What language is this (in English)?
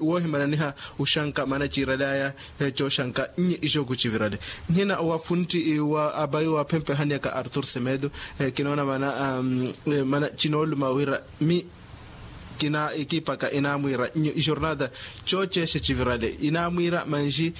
Makhuwa